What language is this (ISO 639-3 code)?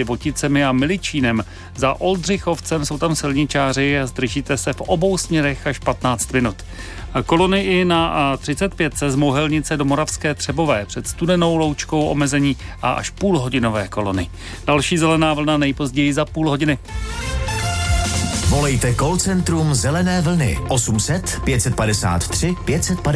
ces